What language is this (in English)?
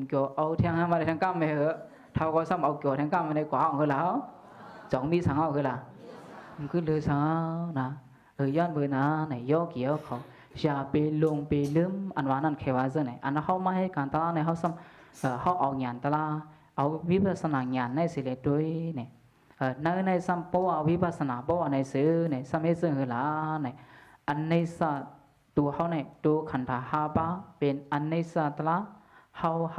Shan